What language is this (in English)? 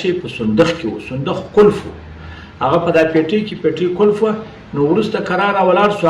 Pashto